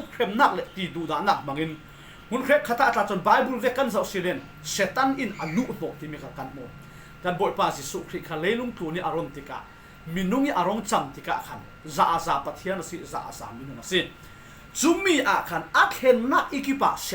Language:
Falam Chin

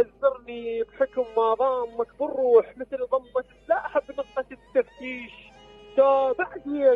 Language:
Mesopotamian Arabic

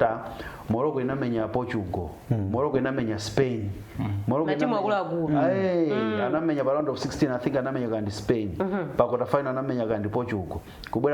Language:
Nyanja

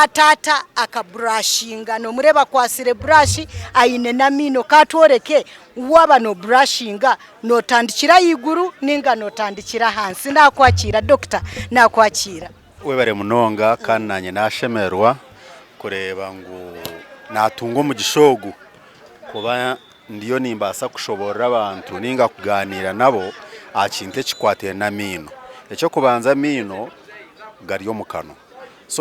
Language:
Nyankole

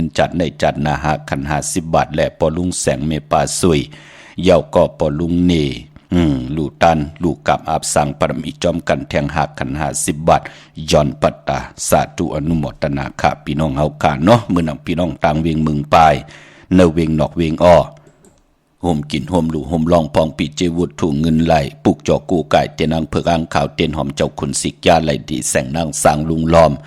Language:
Shan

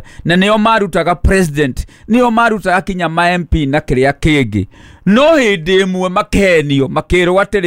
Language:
Kikuyu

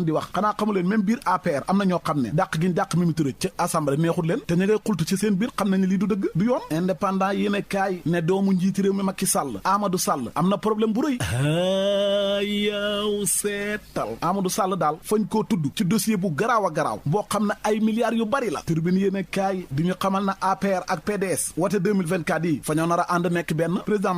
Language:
Wolof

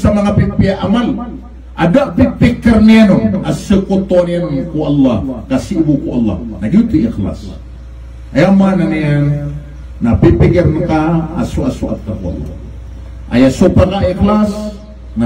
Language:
Maranao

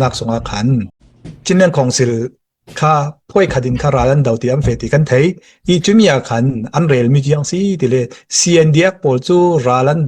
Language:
Falam Chin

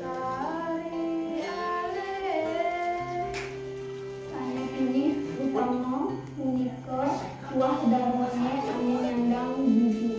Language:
Balinese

